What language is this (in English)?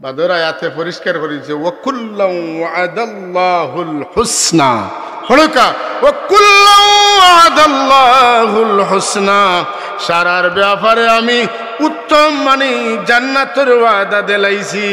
Sylheti